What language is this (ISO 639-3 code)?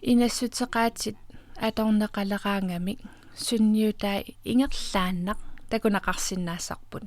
kal